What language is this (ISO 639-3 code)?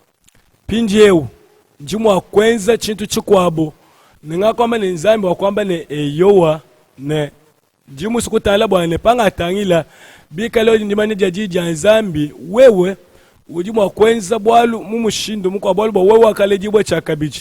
lua